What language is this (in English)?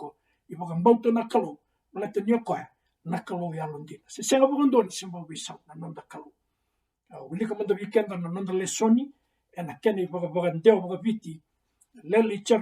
Fijian